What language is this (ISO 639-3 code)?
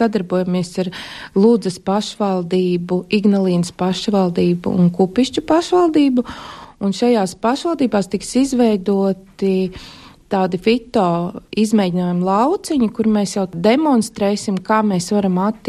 lav